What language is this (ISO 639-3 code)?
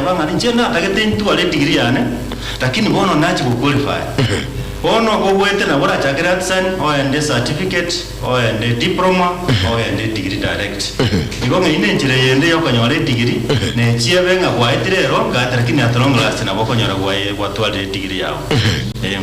guz